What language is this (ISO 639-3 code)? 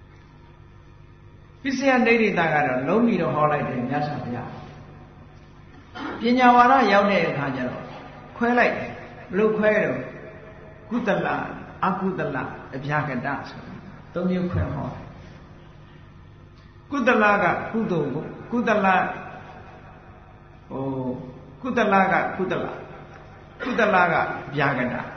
mya